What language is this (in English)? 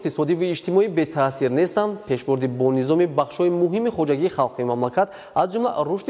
Tajik